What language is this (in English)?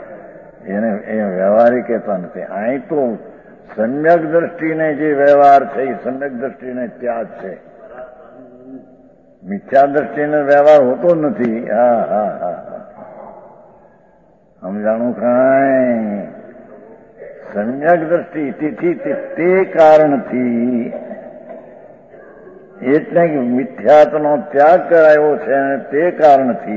Gujarati